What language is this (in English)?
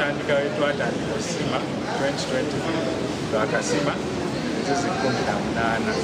Nyankole